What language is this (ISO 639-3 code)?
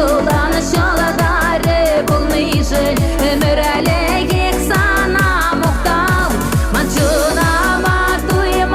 chv